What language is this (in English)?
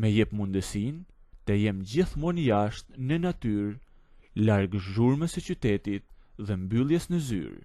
Albanian